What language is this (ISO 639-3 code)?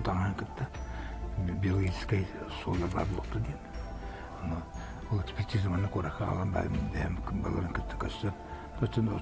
sah